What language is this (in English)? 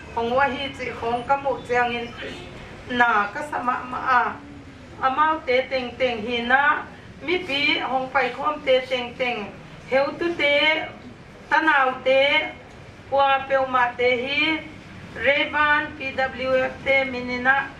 Paite Chin